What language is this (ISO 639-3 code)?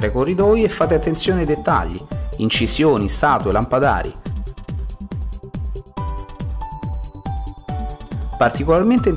ita